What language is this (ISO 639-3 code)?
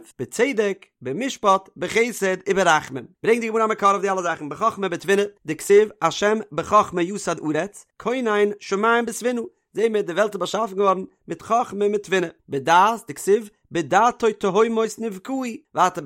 yid